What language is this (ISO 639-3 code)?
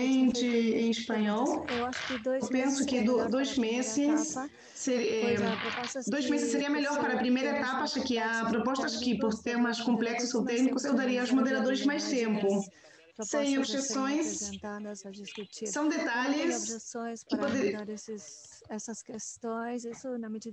por